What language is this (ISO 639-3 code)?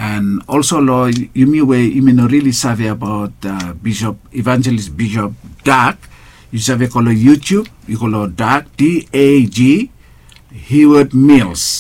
bis